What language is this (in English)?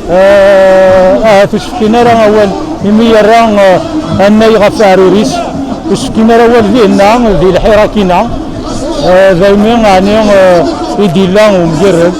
Kabyle